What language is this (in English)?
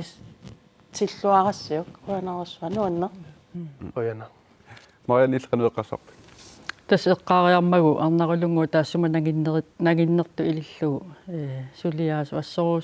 Kalaallisut